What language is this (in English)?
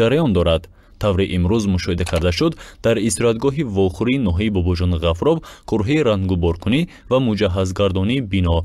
Tajik